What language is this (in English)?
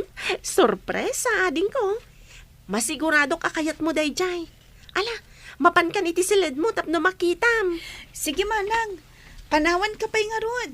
Iloko